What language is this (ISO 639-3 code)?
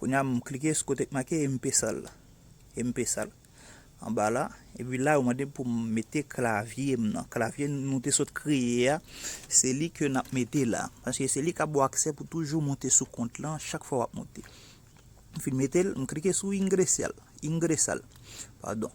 hat